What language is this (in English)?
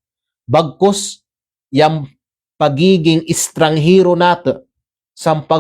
Kalagan